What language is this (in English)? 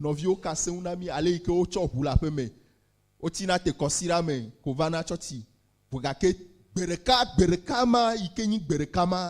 Ewe